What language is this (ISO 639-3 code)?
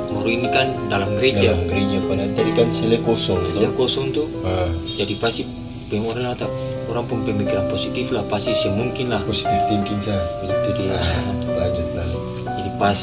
abs